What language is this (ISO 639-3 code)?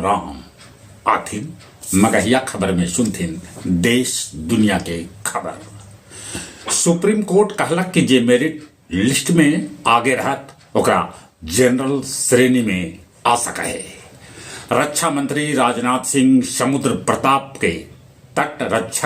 mag